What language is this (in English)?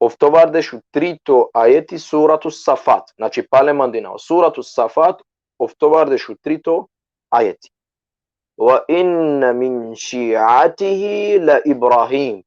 Balkan Romani